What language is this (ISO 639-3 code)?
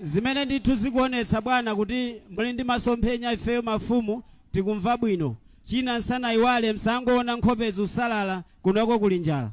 nya